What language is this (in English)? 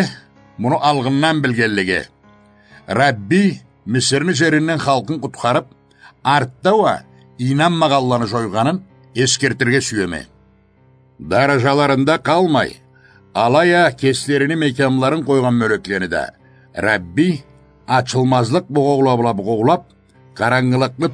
Karachay-Balkar